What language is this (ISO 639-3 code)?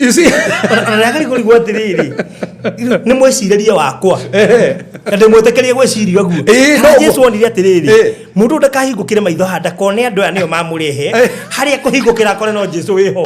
kik